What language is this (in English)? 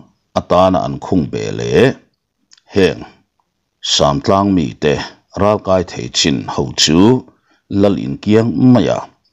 Mizo